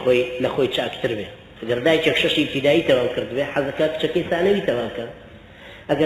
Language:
Central Kurdish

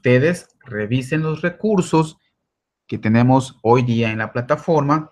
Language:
Spanish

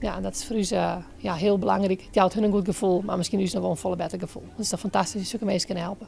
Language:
Western Frisian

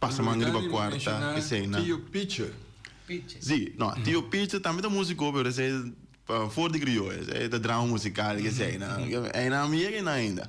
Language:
Papiamento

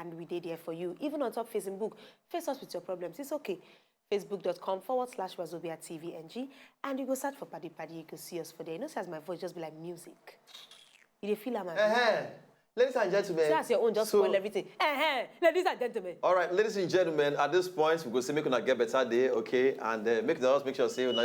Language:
Nigerian Pidgin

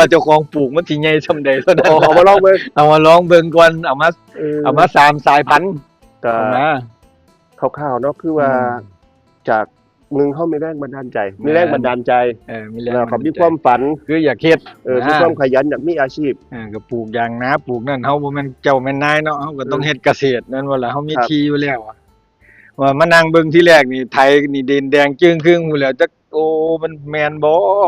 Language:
Northeastern Thai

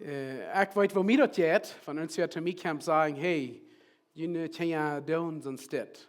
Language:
Plautdietsch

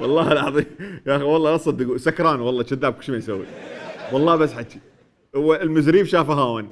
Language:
Mesopotamian Arabic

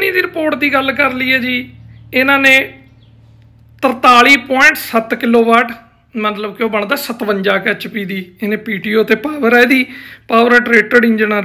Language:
Punjabi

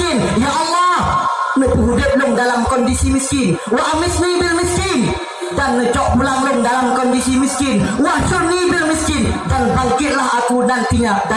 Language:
Achinese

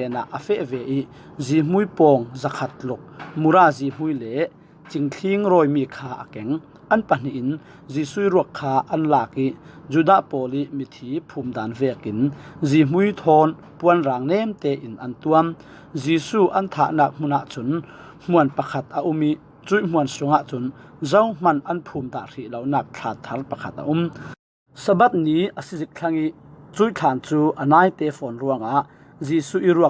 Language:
Falam Chin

